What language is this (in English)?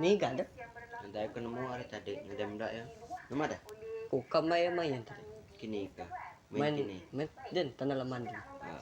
Iban